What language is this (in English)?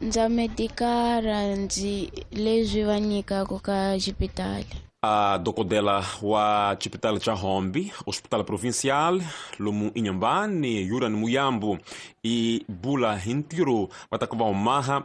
Tsonga